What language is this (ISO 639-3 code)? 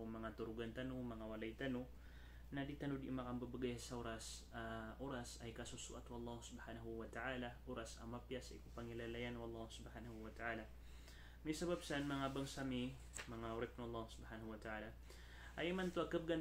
mrw